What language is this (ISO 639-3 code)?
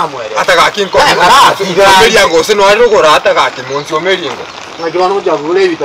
guz